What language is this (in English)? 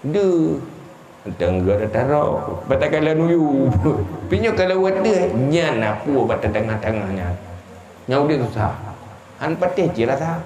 Achinese